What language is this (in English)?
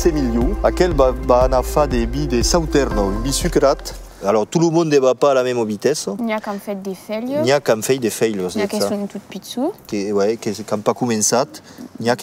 Occitan